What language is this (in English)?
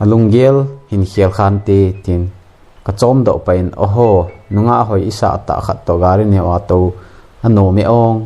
Thado Chin